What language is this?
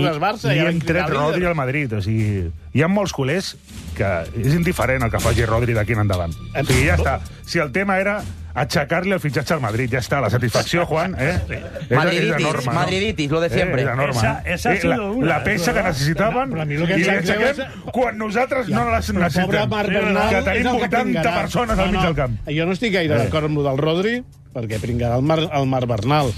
Catalan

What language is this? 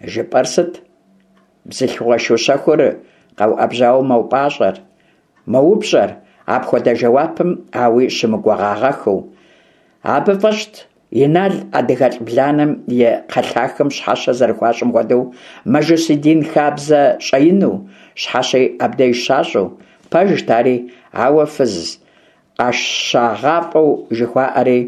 Kabardian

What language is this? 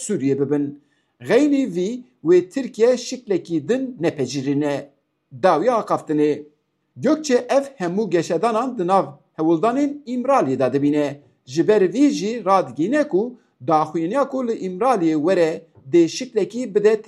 Kurdish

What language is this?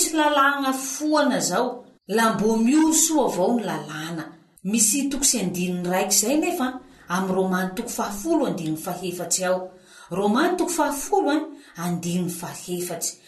Malagasy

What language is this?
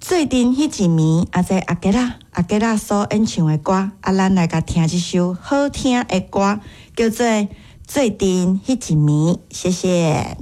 Min Nan Chinese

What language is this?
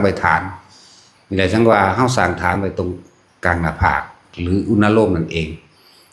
Lao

